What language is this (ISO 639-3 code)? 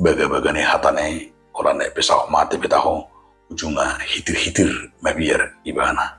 bbc